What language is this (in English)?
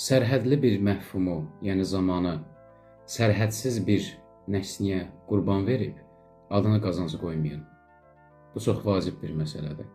Azerbaijani